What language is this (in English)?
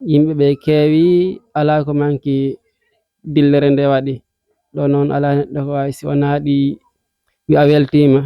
Fula